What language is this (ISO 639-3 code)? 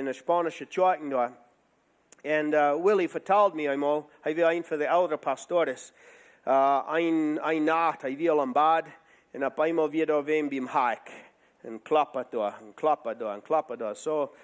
pdt